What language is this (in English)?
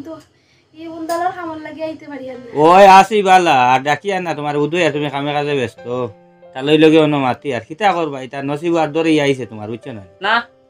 Sylheti